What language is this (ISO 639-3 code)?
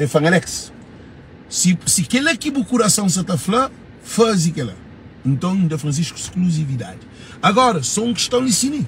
kea